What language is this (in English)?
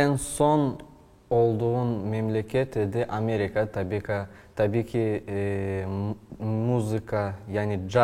Crimean Tatar